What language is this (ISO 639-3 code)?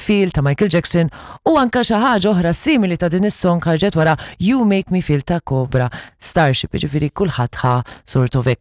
mlt